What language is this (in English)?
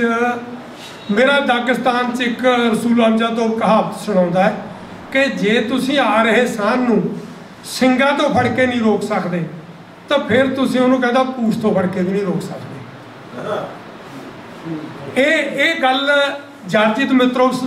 Punjabi